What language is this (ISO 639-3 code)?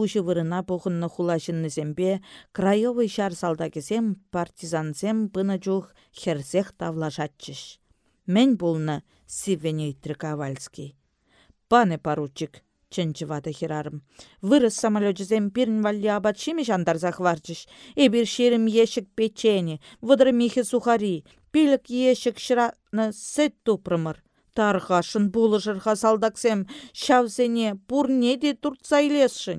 chv